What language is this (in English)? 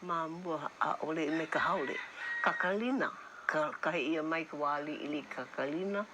Hawaiian